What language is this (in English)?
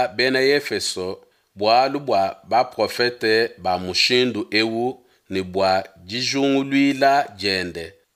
Luba-Lulua